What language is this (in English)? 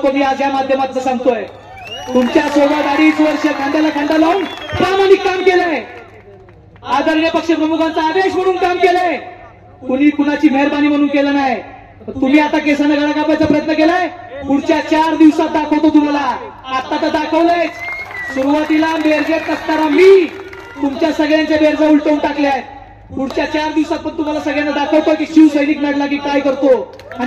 Marathi